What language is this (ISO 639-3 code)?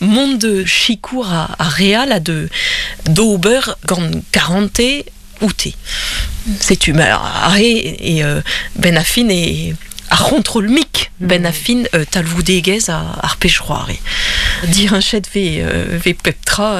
bre